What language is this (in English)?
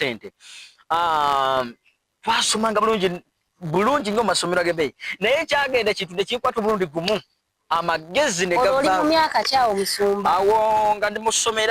Ganda